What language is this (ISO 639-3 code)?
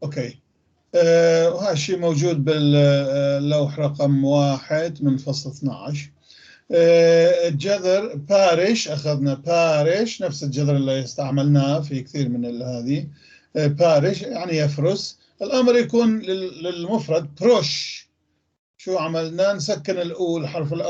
apc